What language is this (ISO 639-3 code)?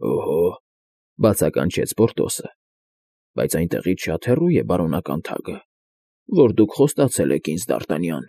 hye